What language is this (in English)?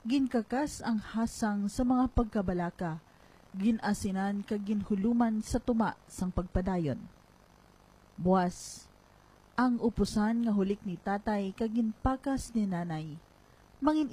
Hiligaynon